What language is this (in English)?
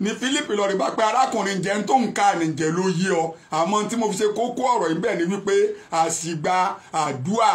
Yoruba